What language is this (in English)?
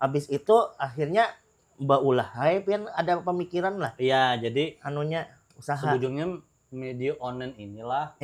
Banjar